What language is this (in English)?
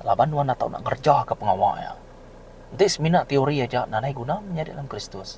Iban